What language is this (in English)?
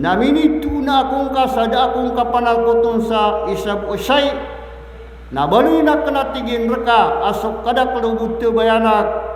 Maranao